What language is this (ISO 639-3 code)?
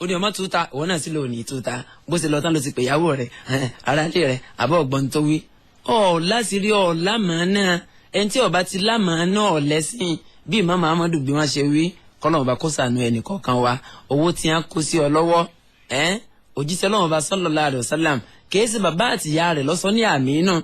yor